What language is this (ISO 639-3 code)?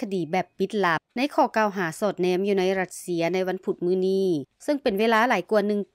lao